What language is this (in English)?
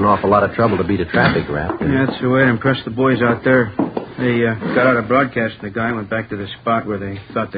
English